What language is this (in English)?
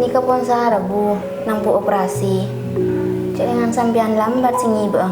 Madurese